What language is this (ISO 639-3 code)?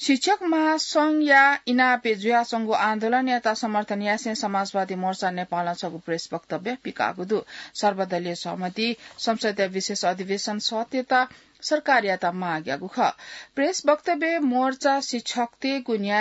new